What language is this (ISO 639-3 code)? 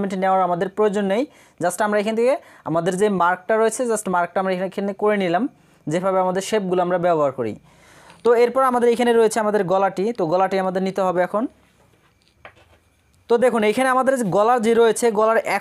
ben